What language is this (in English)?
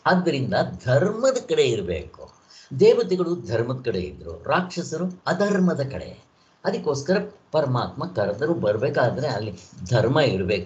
Kannada